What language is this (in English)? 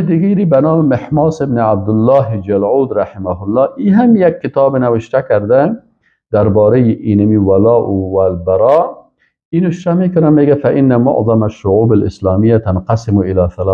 Persian